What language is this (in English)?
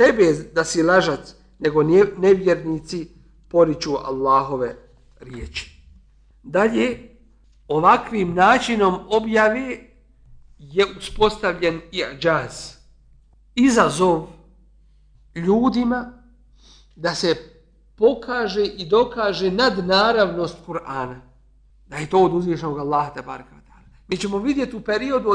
Bosnian